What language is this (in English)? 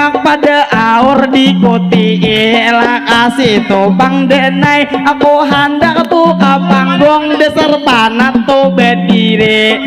Banjar